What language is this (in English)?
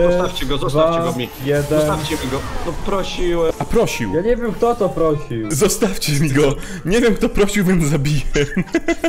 Polish